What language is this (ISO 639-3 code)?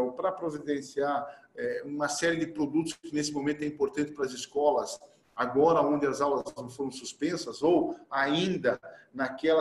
por